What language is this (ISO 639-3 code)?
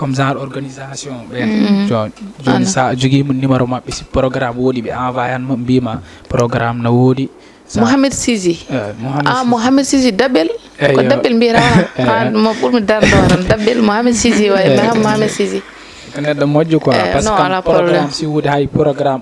ful